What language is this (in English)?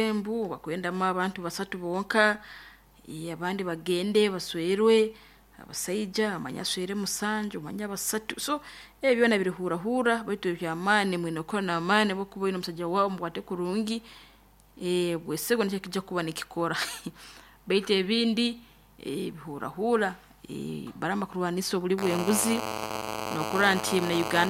Nyoro